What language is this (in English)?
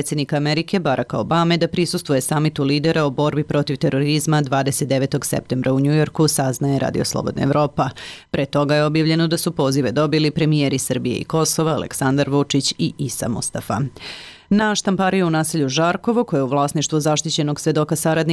Serbian